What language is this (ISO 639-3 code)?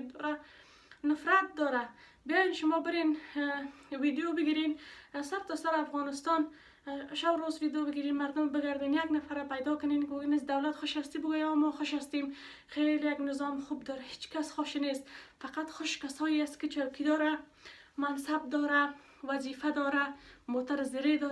fas